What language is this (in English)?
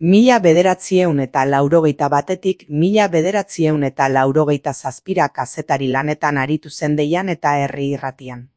Basque